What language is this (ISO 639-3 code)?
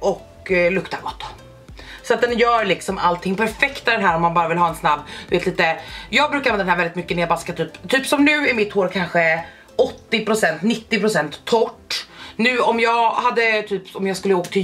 swe